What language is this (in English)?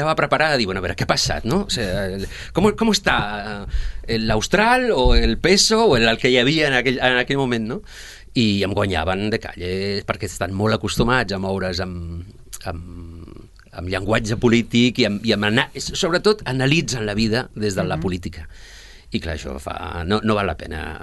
Catalan